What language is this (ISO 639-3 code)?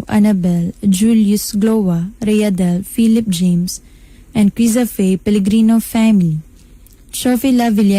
ceb